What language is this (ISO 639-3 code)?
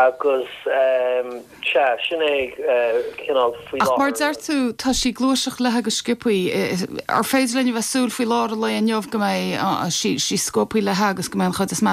gle